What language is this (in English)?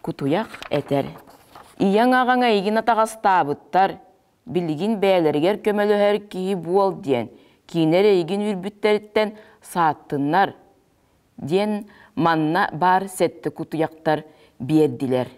Yakut